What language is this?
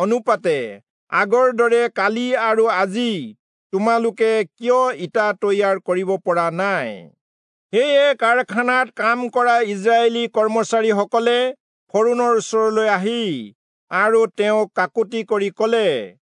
Assamese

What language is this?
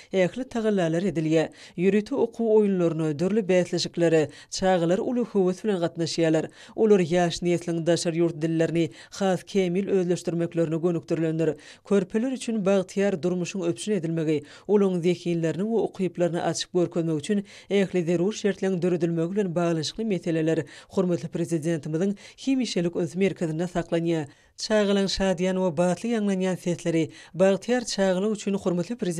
Turkmen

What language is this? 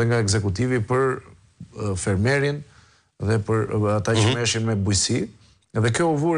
Albanian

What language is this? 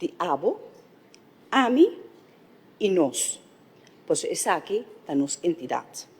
Papiamento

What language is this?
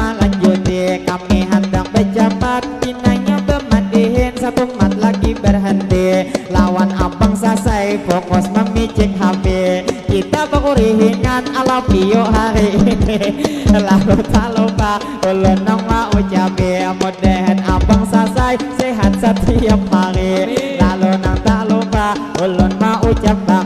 Banjar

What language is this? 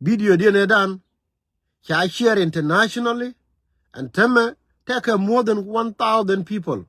Nuer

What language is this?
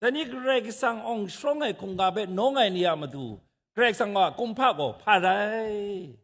Kachin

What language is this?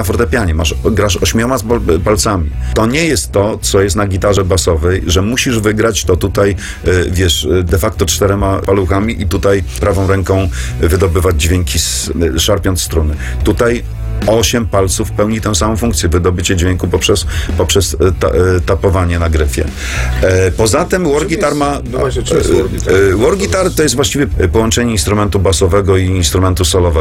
Polish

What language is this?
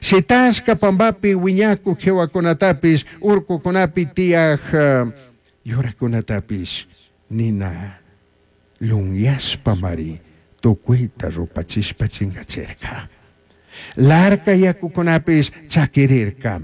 Chimborazo Highland Quichua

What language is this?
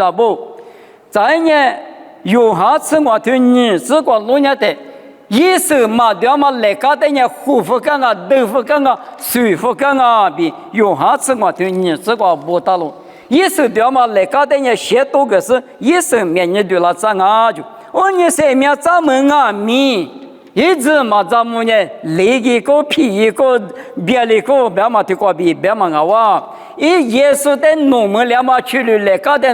Lisu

